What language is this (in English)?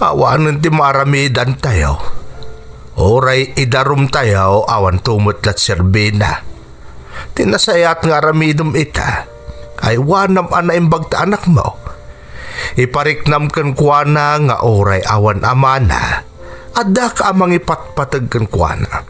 Iloko